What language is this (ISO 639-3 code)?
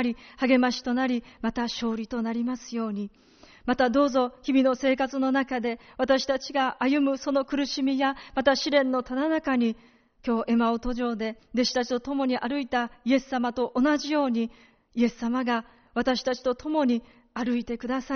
jpn